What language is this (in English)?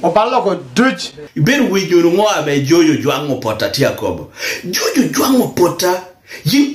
Lango (Uganda)